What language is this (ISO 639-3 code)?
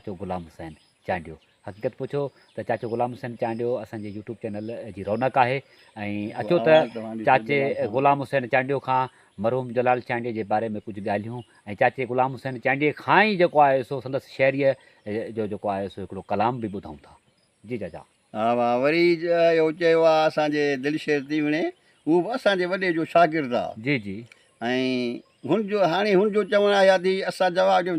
snd